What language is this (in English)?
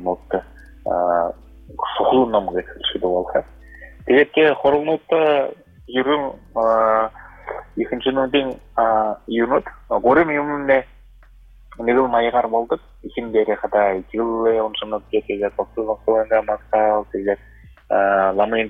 Buriat